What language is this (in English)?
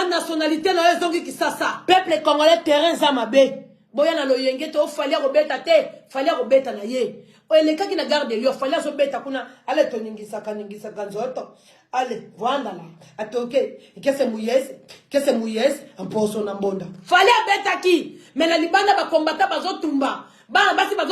Lingala